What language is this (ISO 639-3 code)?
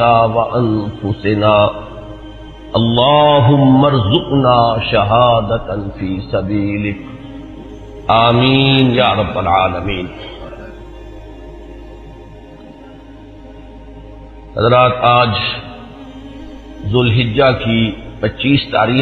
urd